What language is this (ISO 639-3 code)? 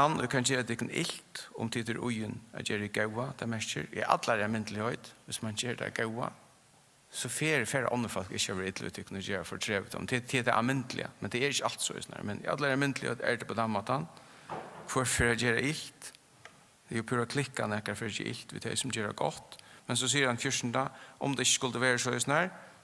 fao